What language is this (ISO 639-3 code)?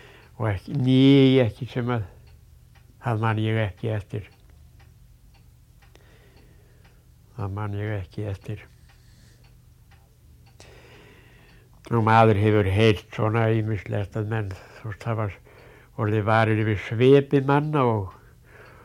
isl